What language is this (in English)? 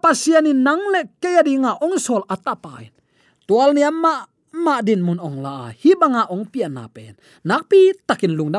Tedim Chin